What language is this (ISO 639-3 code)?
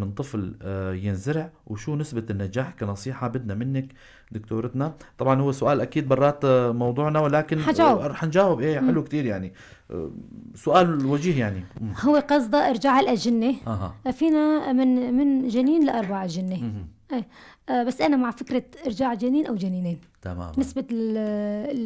apc